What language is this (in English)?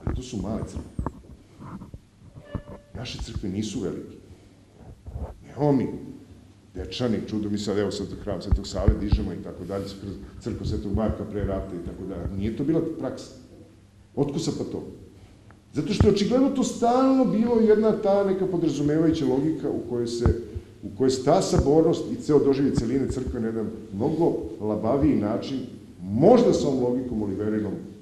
Serbian